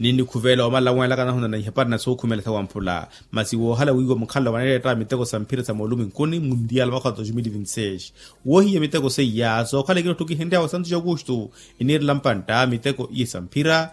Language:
Makhuwa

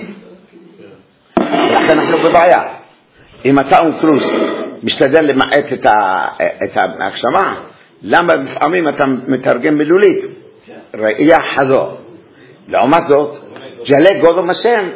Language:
Hebrew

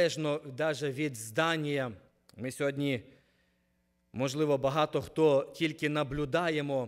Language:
Ukrainian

